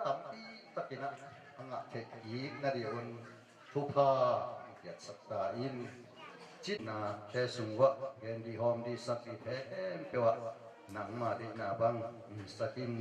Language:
Tedim Chin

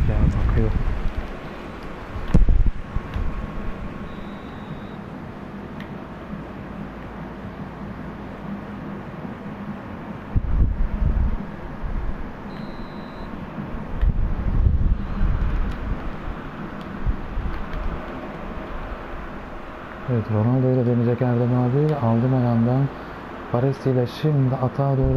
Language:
Turkish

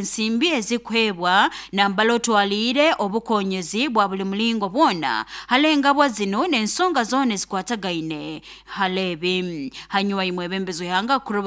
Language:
Nyoro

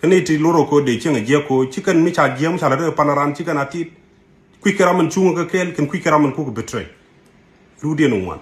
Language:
Nuer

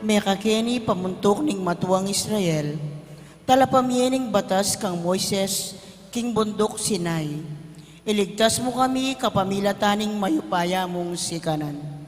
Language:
Pampanga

